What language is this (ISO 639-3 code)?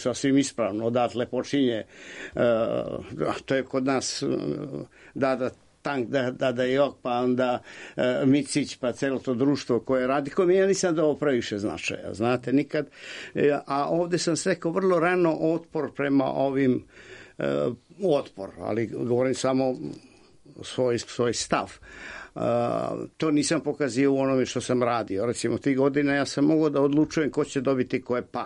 srp